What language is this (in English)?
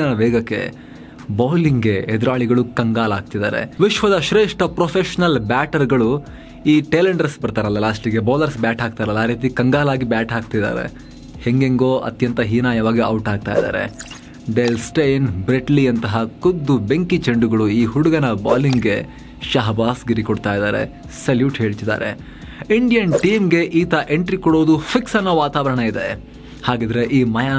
Kannada